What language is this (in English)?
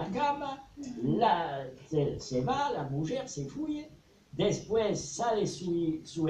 Ladino